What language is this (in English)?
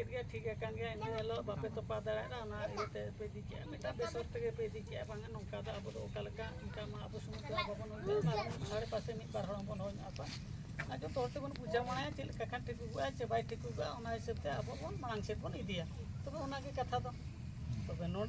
Santali